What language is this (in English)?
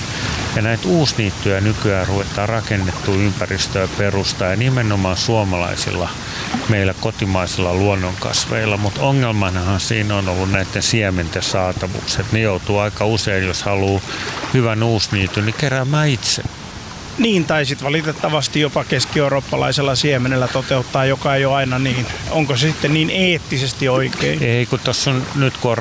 Finnish